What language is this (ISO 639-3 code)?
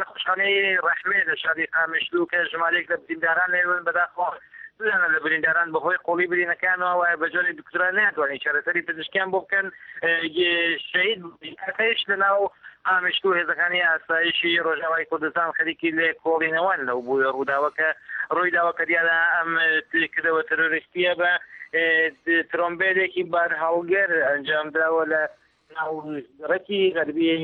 ckb